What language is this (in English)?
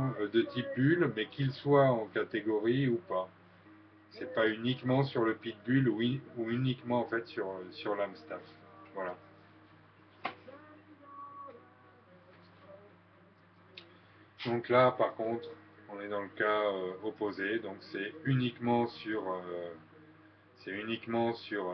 French